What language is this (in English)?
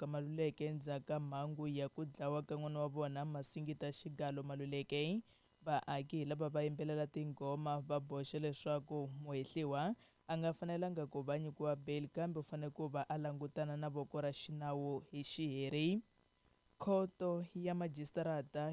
Tsonga